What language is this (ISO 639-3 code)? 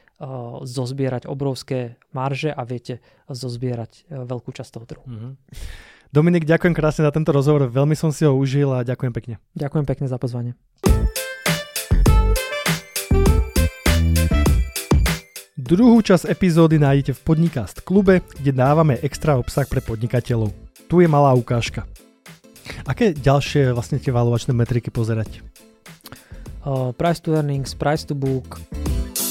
slk